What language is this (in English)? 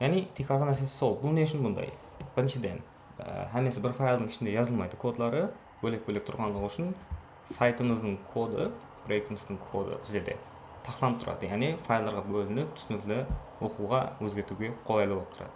Kara-Kalpak